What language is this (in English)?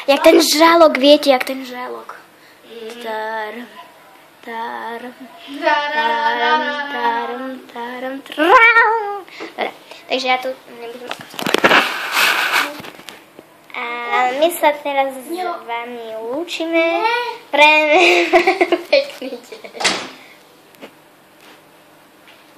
Slovak